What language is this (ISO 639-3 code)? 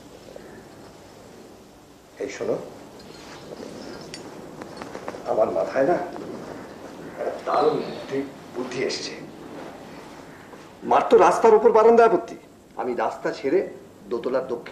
ben